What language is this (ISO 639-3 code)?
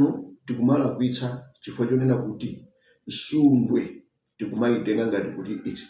nya